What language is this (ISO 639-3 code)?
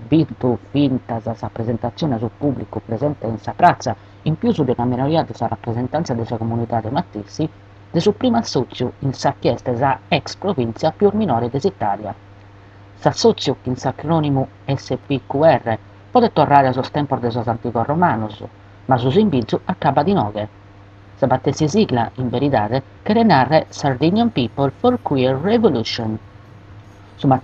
srd